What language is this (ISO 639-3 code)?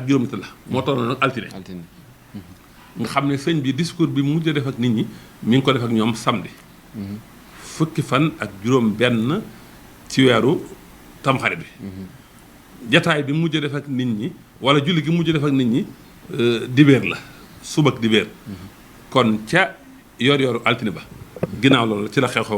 wol